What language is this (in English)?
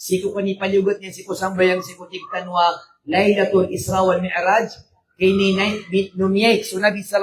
Maranao